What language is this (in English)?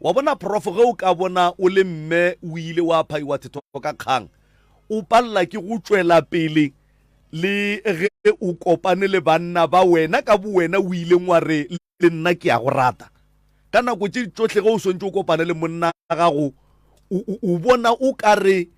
Northern Sotho